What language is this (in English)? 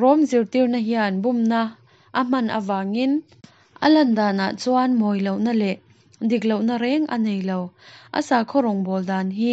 Mizo